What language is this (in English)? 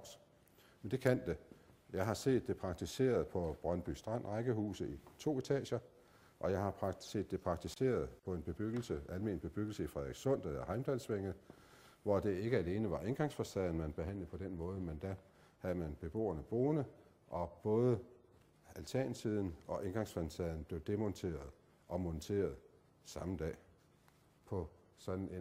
Danish